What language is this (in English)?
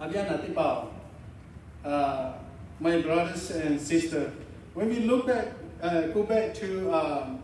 Lahu